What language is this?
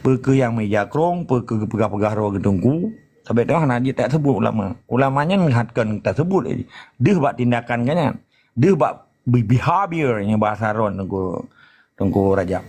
Achinese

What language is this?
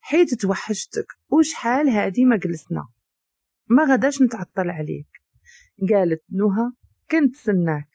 Moroccan Arabic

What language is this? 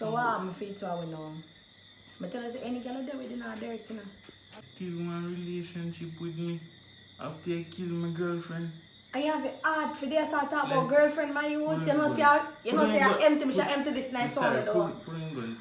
Jamaican Creole English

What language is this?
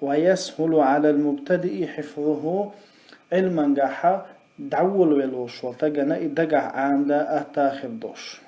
Chechen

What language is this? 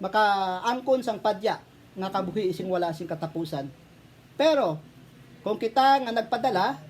Hiligaynon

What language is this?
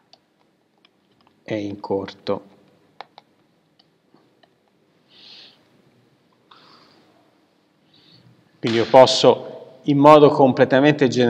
Italian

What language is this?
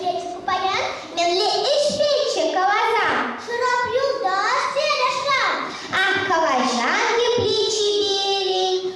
Chuvash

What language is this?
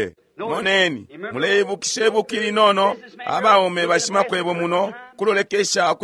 Bemba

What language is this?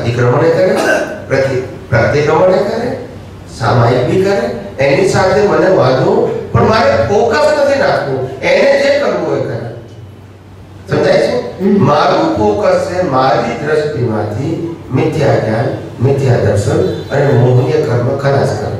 Gujarati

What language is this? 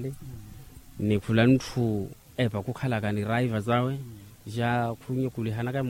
Makhuwa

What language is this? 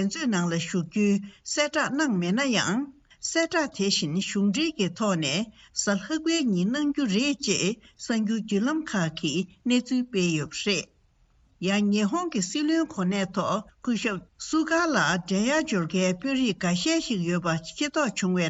Tibetan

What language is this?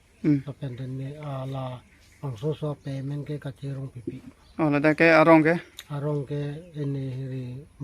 Karbi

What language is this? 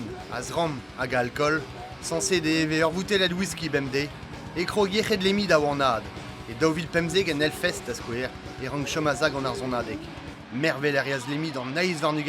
Breton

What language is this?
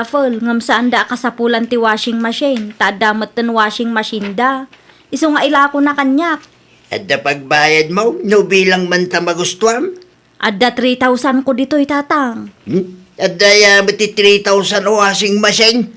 Iloko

